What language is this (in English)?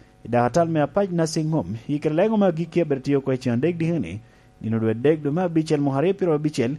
Lango (Uganda)